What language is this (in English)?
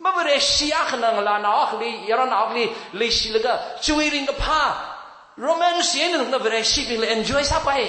Tangkhul Naga (India)